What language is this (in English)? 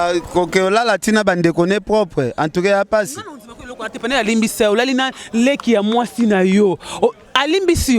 Lingala